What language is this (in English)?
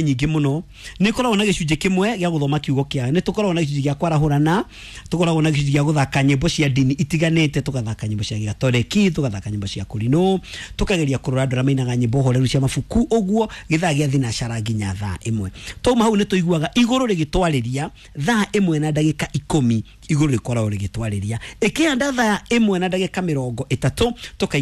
Kikuyu